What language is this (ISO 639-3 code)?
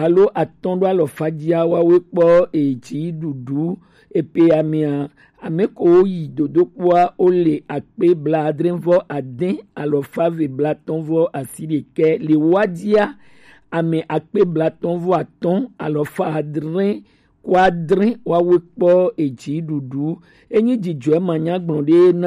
gej